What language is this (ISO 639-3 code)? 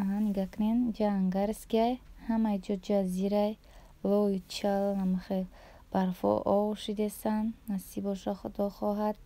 tgk